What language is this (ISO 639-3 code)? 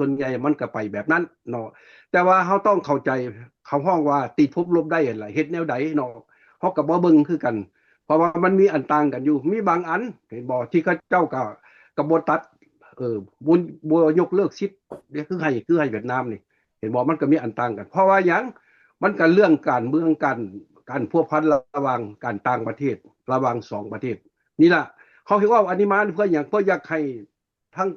lao